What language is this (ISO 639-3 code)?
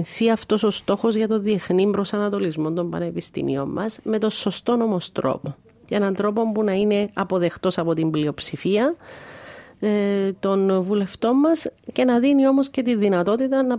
ell